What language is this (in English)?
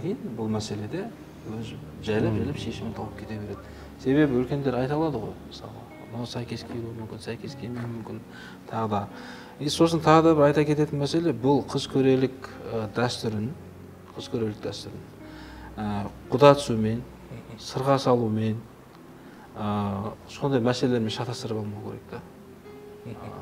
Kazakh